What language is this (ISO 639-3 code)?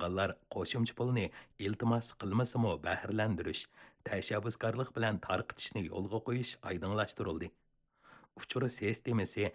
uig